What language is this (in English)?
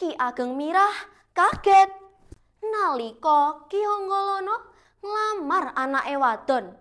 Javanese